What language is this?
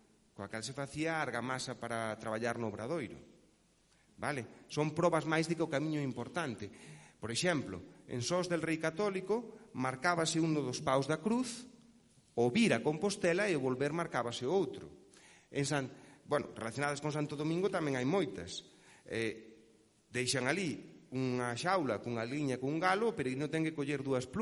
Galician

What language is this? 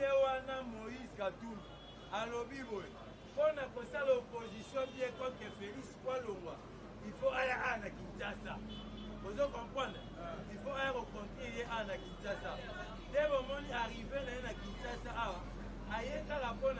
Lingala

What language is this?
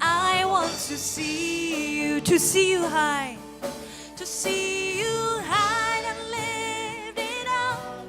S'gaw Karen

